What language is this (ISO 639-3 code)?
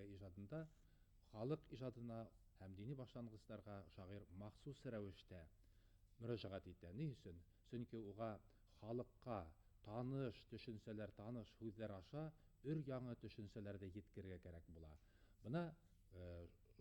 bak